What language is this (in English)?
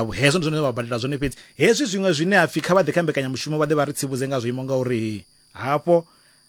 Venda